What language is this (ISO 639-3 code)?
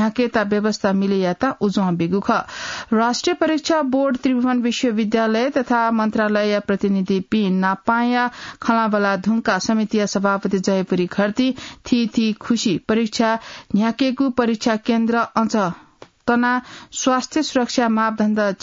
new